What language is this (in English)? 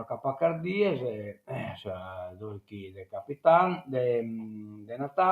Sardinian